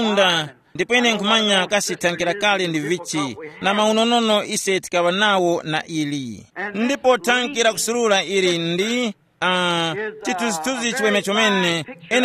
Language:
Tumbuka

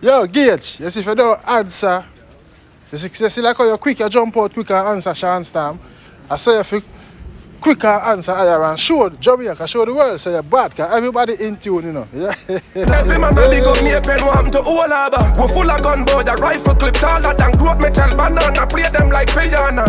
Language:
Jamaican Creole English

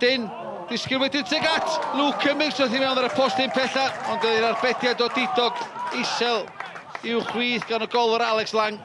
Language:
Welsh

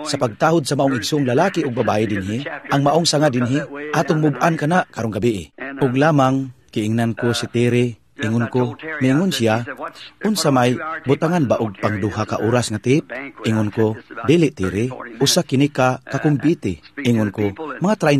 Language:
Cebuano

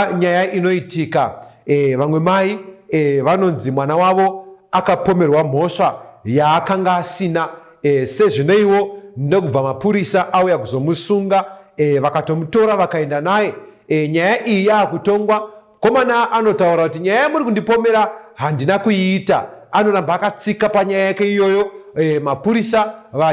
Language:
Shona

